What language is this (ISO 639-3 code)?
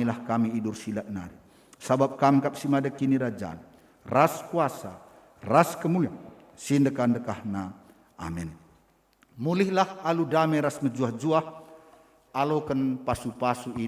btx